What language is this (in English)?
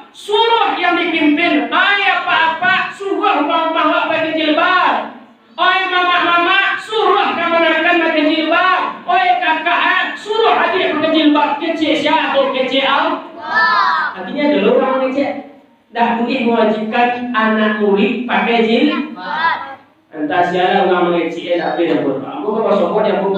Minangkabau